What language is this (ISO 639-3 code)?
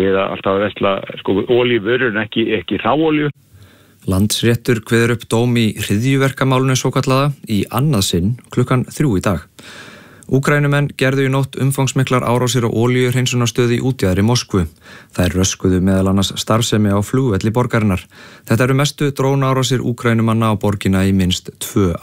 isl